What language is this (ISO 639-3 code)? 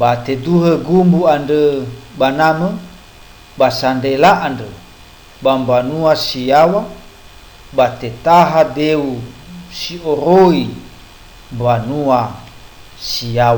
nia